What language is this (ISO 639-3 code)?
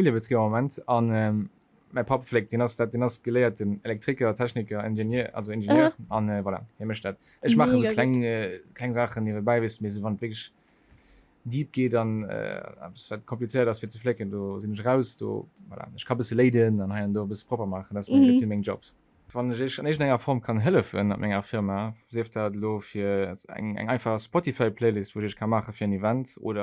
ltz